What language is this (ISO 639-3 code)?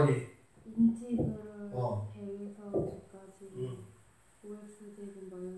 kor